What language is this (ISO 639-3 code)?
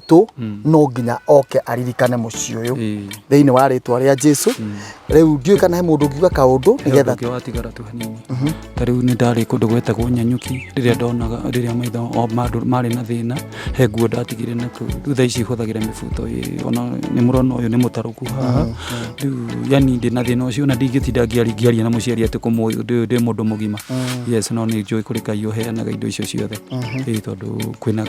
kik